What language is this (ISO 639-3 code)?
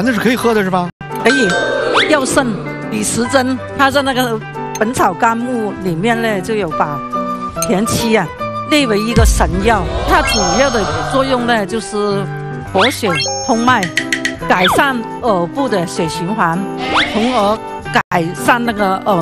zho